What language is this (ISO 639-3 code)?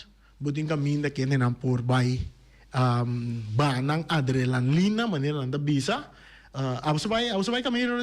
pap